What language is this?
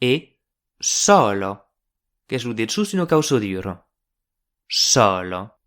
Occitan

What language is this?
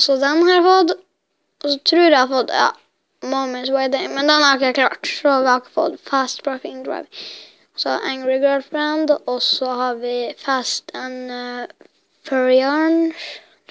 Norwegian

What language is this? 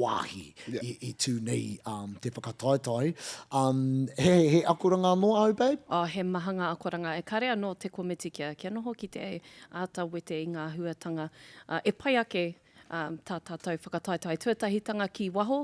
Māori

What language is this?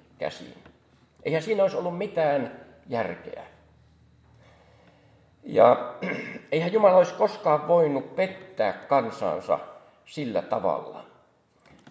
Finnish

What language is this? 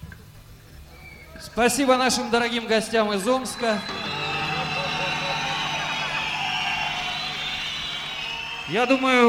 Russian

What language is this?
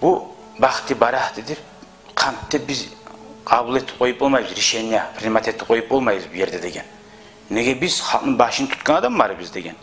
Kumyk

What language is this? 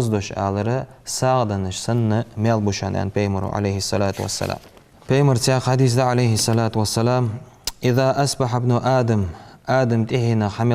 Ingush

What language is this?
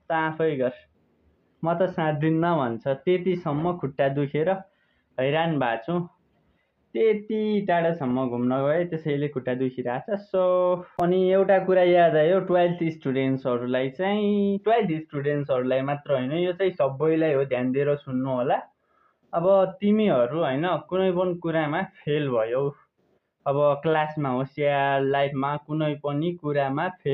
Nepali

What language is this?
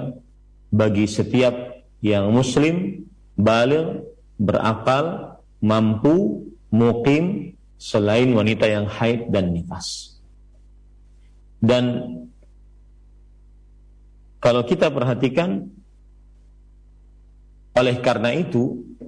Indonesian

